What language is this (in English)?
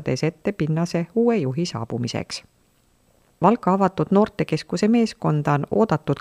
Estonian